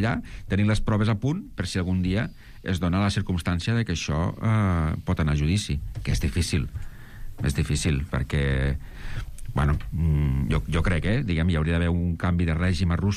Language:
Catalan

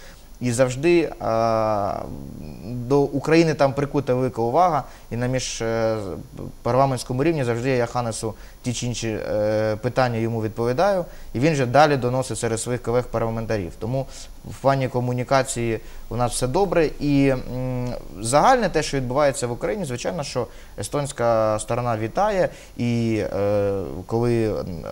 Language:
Ukrainian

